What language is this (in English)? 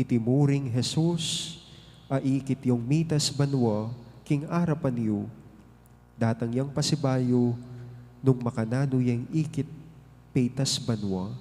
Pampanga